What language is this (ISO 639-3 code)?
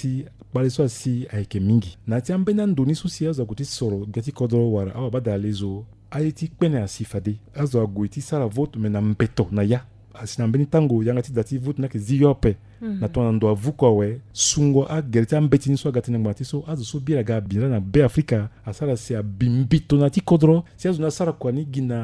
sag